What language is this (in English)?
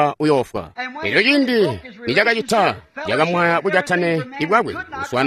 Tonga (Zambia)